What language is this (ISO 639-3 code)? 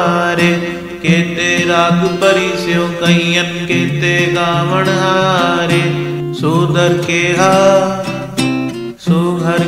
pan